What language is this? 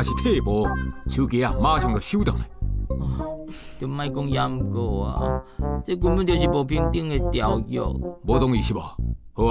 Min Nan Chinese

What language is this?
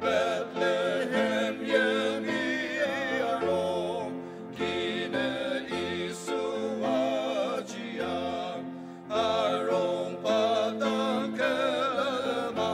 Ao Naga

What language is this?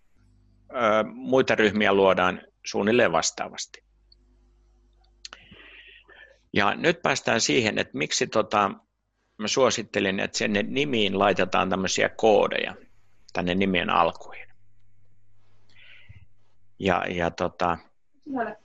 Finnish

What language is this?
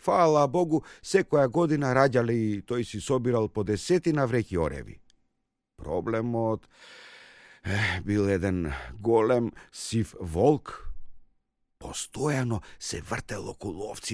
Macedonian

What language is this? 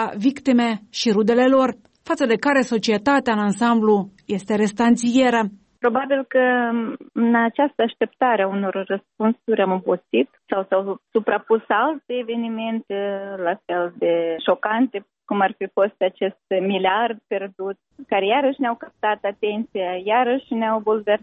Romanian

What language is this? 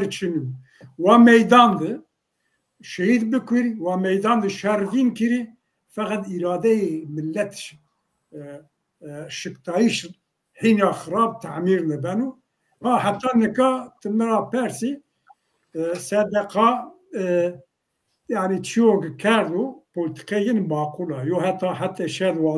Zaza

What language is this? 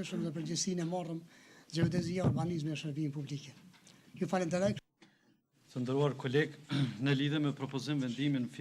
Albanian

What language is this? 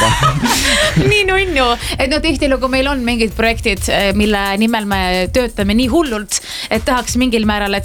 Estonian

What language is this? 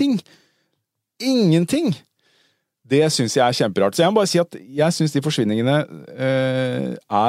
Norwegian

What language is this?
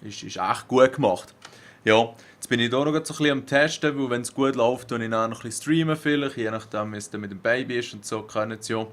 Swiss German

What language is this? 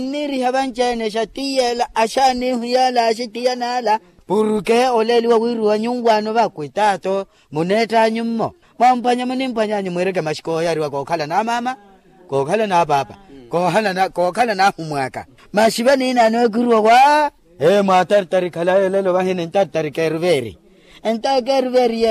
Makhuwa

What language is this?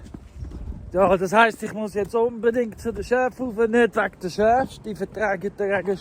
Swiss German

